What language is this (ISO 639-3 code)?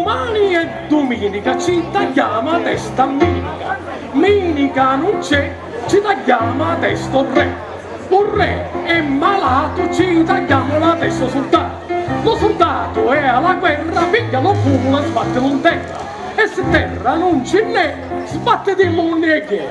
scn